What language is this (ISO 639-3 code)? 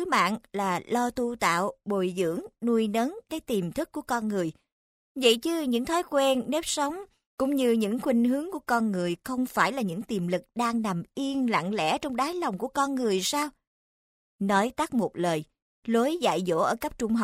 vie